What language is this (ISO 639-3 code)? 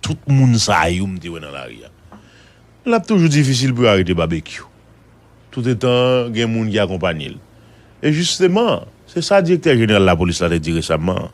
hat